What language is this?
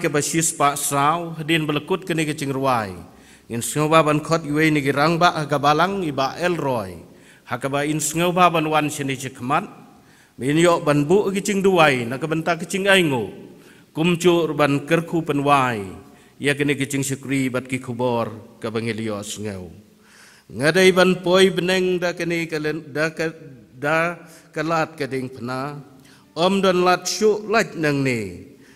Khasi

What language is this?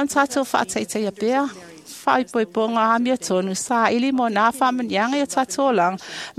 Samoan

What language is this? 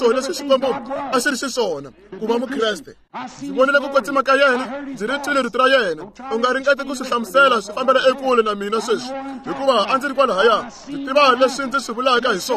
Tsonga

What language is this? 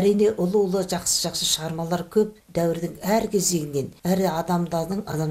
Kazakh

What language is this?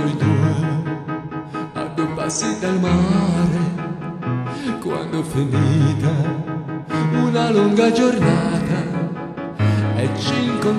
Italian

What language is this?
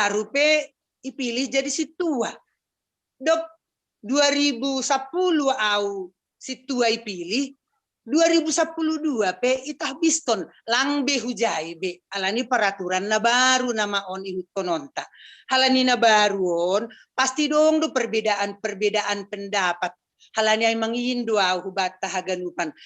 Batak Simalungun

